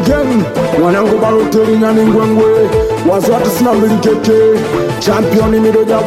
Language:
Swahili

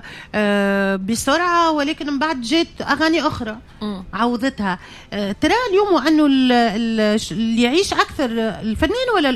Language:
Tunisian Arabic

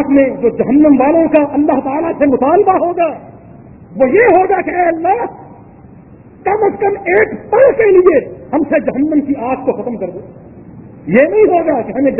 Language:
Urdu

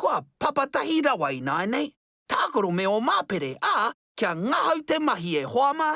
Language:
Māori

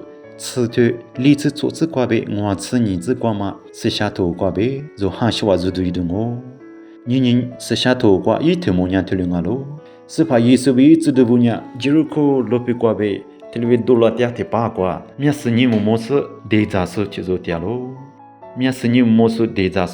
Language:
Lisu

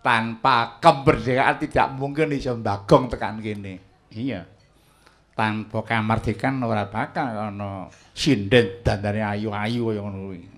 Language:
Javanese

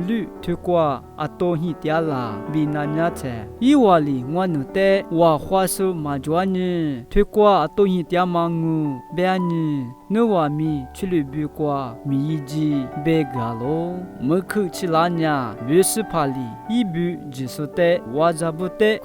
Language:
Lisu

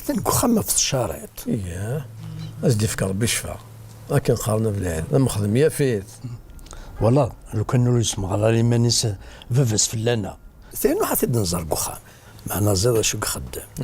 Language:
Kabyle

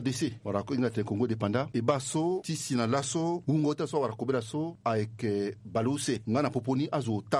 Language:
Sango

